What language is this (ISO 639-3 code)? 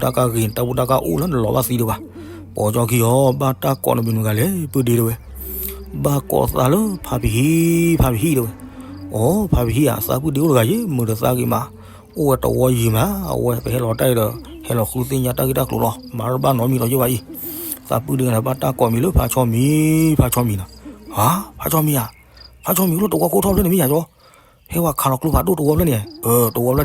ksw